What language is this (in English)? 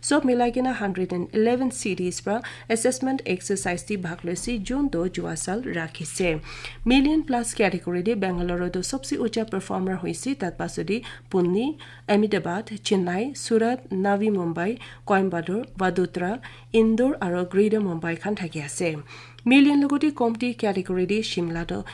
Naga Pidgin